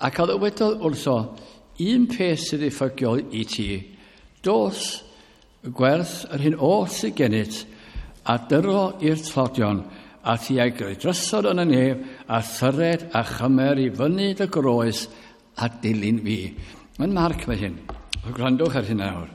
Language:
Welsh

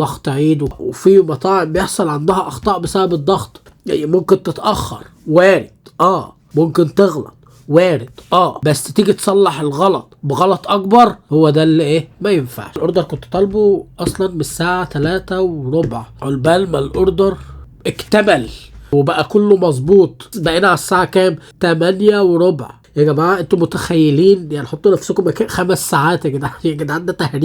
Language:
Egyptian Arabic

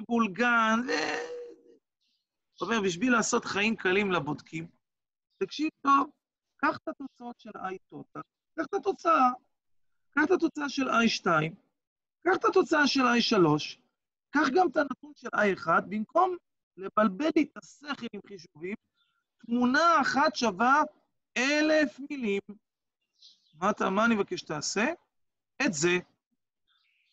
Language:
Hebrew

